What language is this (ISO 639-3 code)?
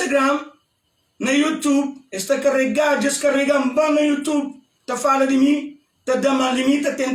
kea